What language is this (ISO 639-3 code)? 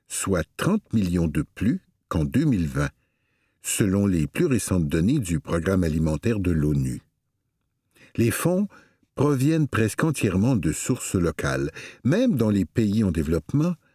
fra